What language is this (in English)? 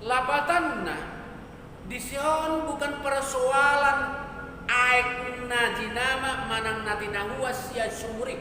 Batak Toba